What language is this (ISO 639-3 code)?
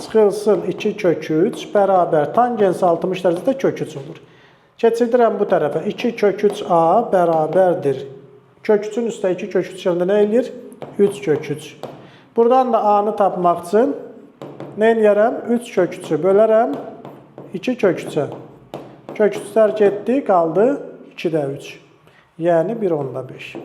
aze